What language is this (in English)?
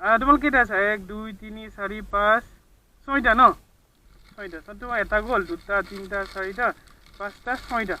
Assamese